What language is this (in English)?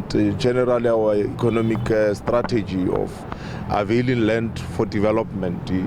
Venda